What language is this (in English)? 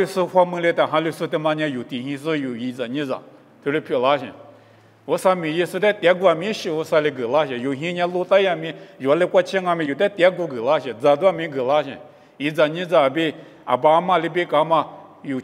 Lisu